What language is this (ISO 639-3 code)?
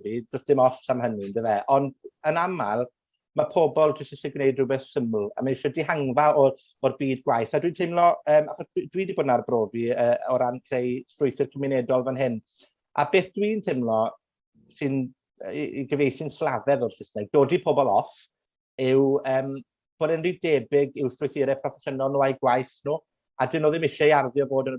cym